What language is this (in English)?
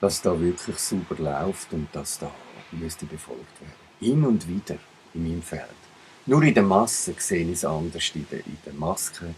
Swiss German